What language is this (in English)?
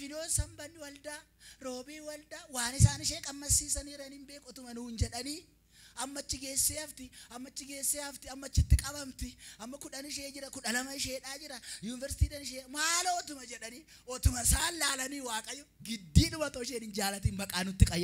Oromo